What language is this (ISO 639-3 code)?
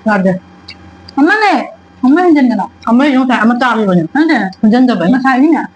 mni